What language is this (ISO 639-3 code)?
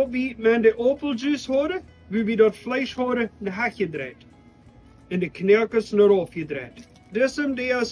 pdt